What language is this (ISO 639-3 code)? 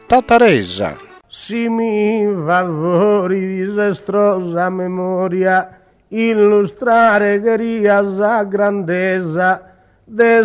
srd